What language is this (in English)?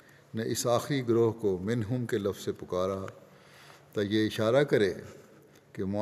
Urdu